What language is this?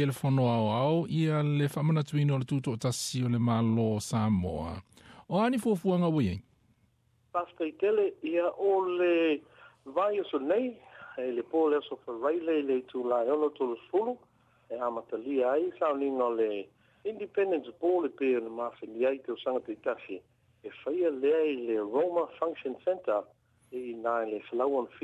Samoan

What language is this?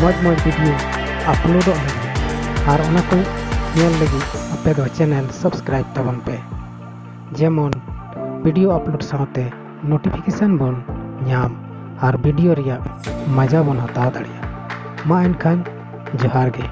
Santali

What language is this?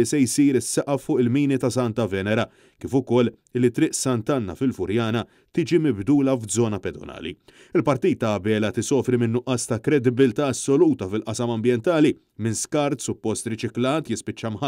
Maltese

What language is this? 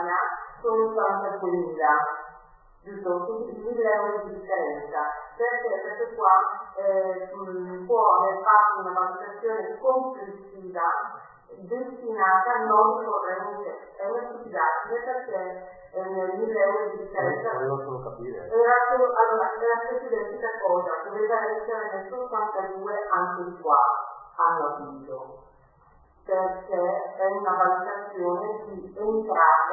Italian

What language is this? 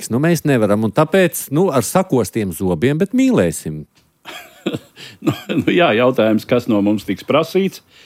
Latvian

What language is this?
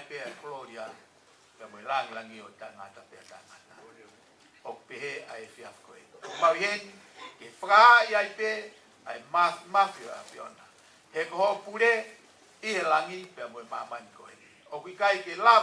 Tongan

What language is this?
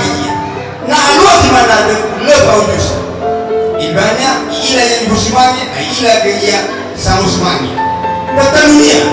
Nias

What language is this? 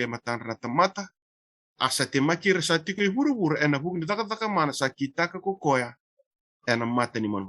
Fijian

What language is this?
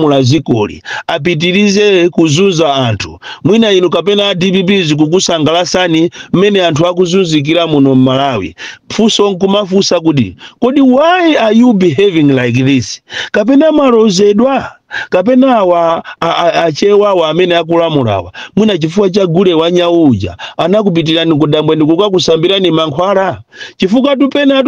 Nyanja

